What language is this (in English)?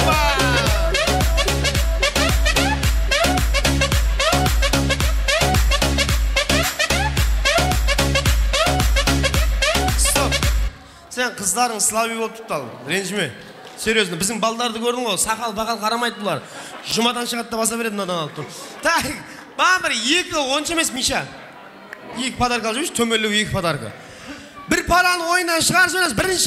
Kara-Kalpak